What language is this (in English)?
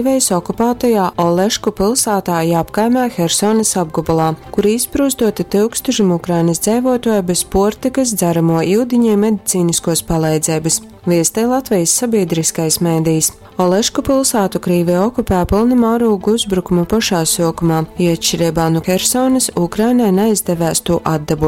Latgalian